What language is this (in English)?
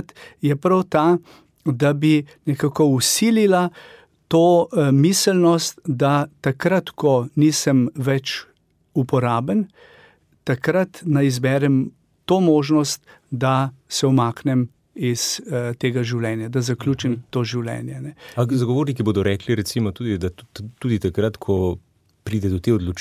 Slovenian